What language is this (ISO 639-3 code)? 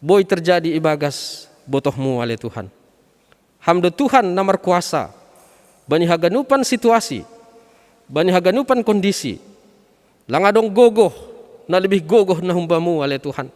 bts